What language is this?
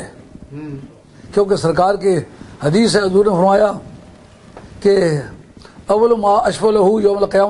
Urdu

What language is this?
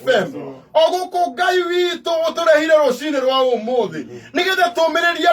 Kikuyu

